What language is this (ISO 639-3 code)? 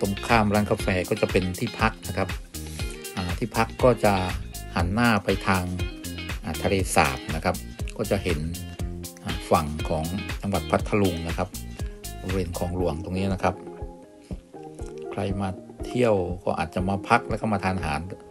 tha